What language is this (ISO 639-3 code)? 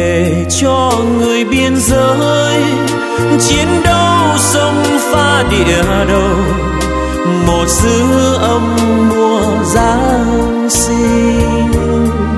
vie